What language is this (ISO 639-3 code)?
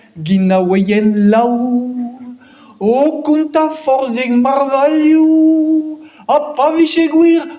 bre